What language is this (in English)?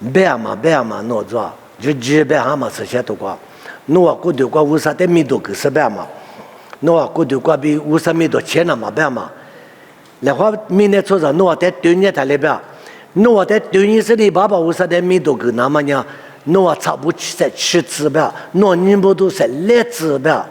Lisu